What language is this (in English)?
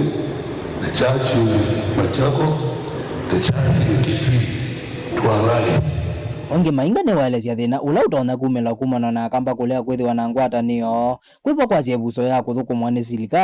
Kamba